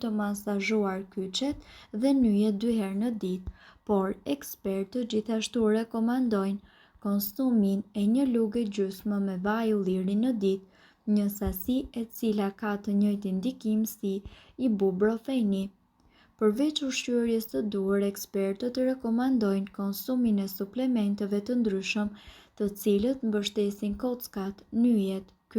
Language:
Albanian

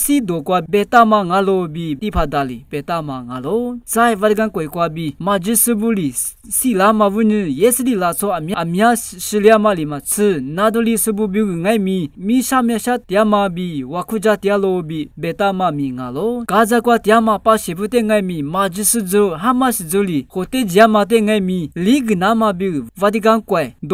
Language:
Lisu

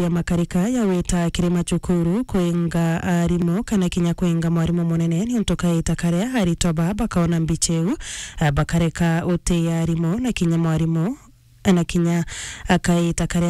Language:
Meru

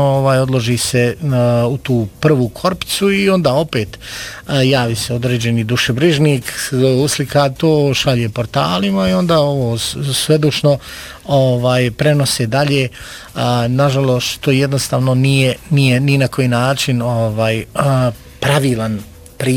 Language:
Bosnian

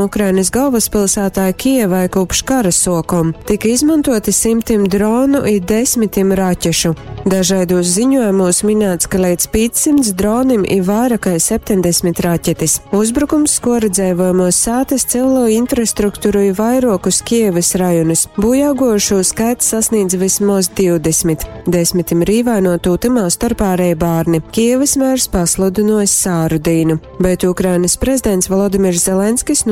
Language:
Latgalian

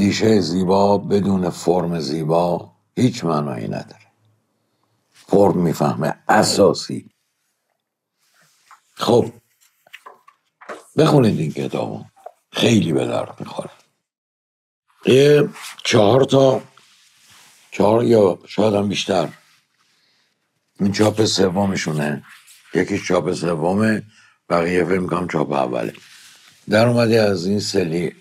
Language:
Persian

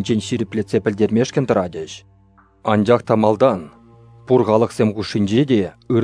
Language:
Chuvash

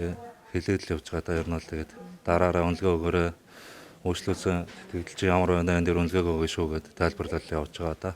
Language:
Mongolian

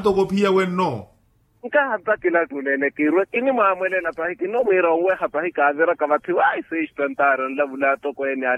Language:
Makhuwa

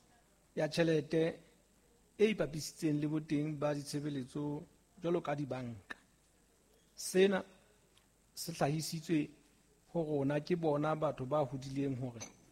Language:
Southern Sotho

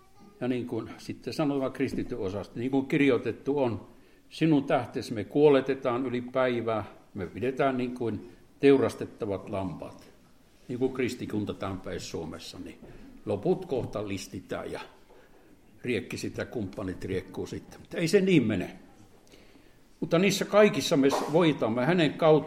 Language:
Finnish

